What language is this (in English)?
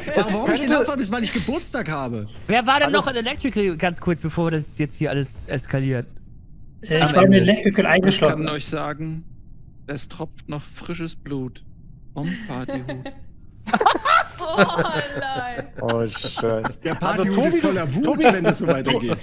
German